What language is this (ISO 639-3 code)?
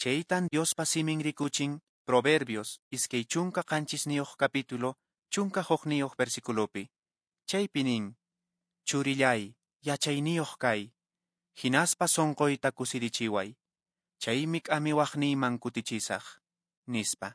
que